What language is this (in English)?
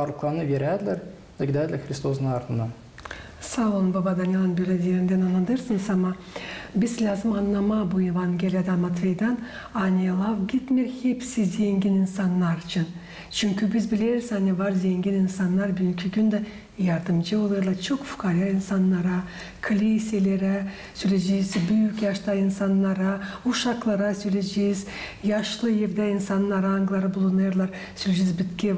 Gagauz